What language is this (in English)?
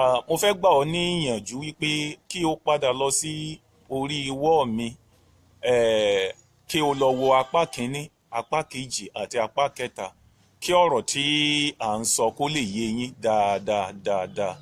Yoruba